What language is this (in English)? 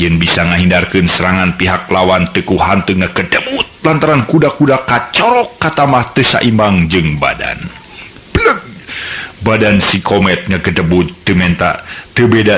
Sundanese